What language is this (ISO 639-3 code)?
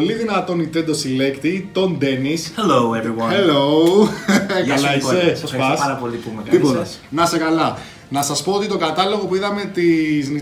ell